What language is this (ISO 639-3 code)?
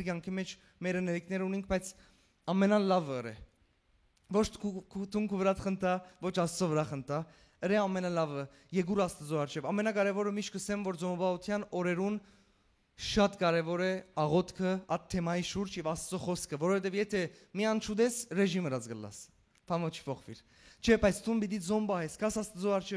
hyw